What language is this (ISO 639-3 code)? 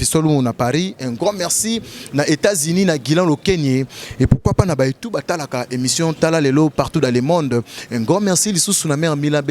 lin